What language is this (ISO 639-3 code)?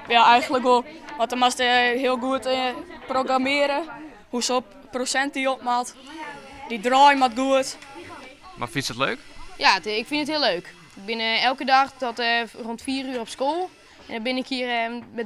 fry